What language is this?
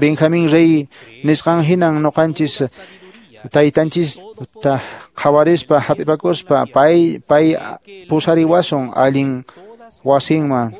Quechua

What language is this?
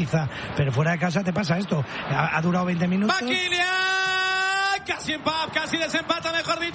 Spanish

